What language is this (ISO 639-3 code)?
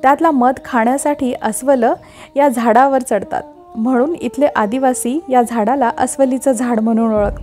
mar